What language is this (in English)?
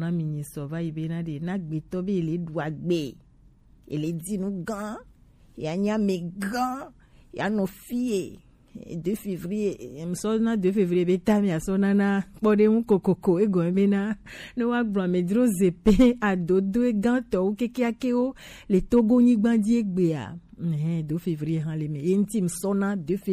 Gen